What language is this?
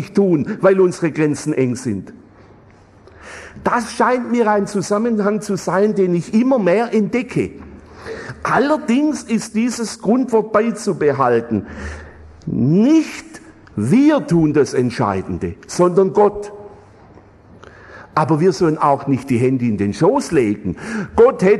German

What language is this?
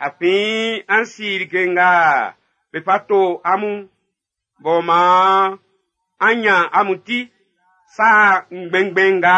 Baoulé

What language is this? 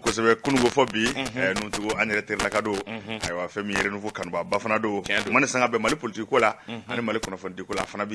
Bambara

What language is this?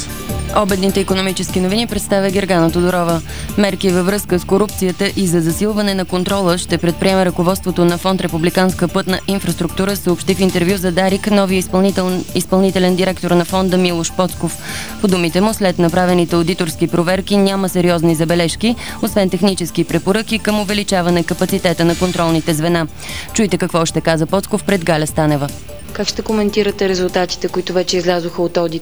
Bulgarian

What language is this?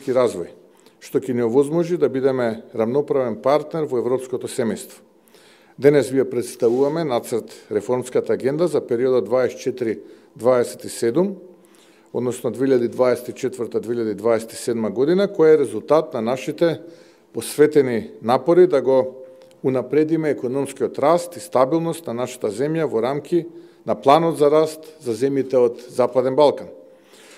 Macedonian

